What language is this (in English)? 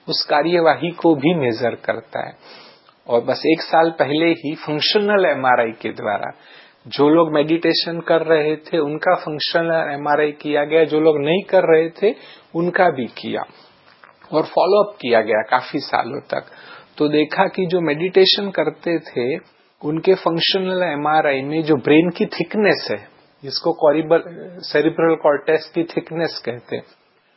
Hindi